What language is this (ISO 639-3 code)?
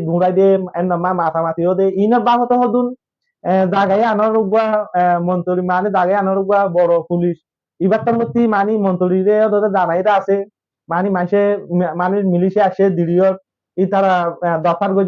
rhg